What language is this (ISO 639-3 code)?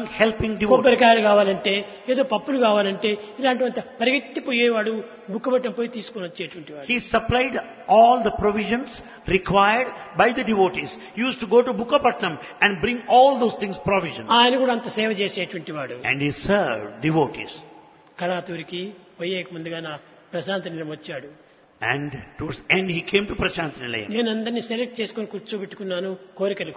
tel